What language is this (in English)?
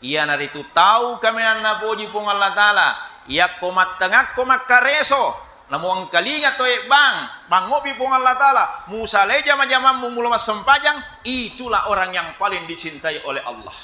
Buginese